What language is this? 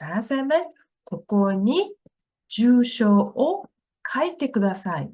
Mongolian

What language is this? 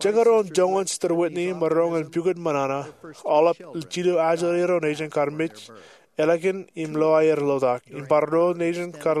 Marshallese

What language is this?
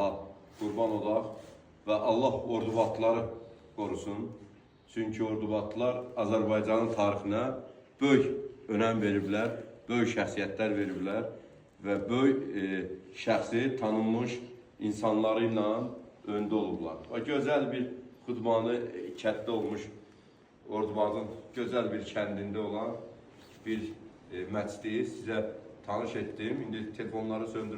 Azerbaijani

